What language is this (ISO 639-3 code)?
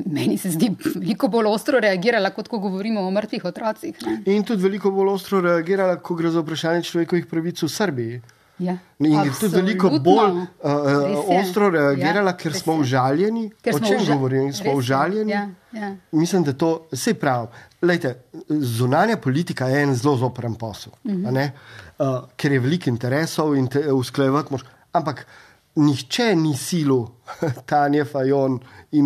slv